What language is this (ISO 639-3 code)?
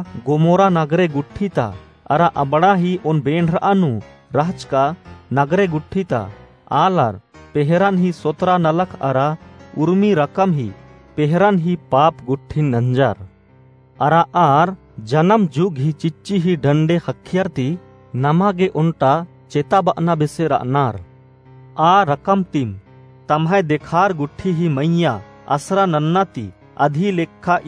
kru